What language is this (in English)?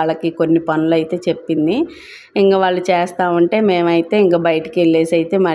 Telugu